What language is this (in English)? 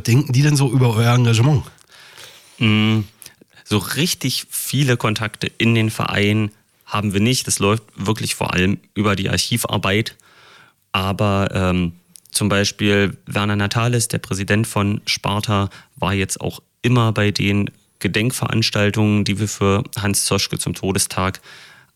German